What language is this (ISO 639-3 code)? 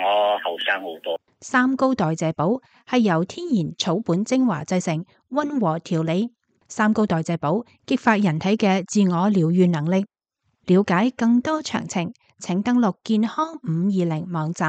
yue